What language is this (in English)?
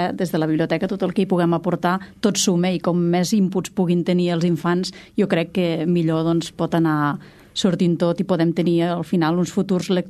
Catalan